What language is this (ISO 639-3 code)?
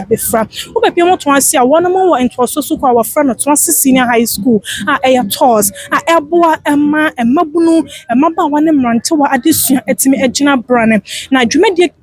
aka